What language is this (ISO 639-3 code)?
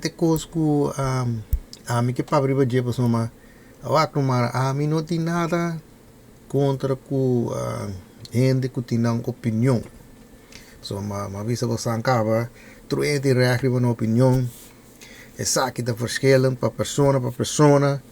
pap